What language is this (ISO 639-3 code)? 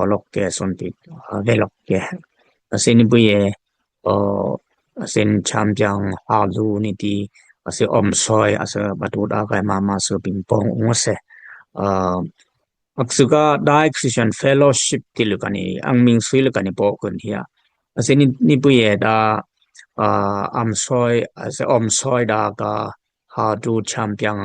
dis